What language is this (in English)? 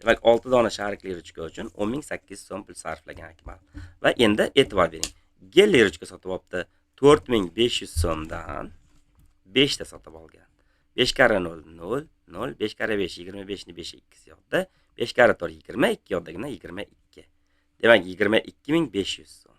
Uzbek